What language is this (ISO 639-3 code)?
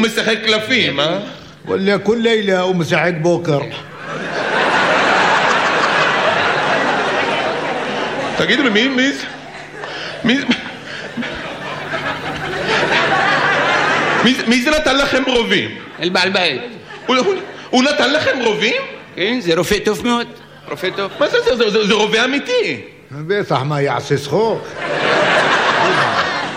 heb